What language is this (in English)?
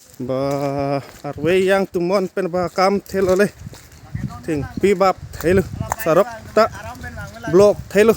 Karbi